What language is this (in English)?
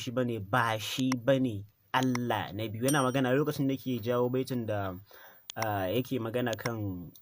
Hausa